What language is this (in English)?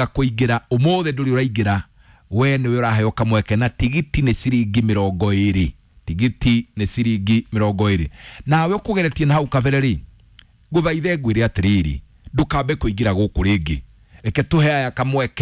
Kikuyu